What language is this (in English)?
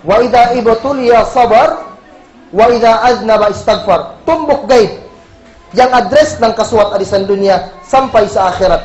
Kagan Kalagan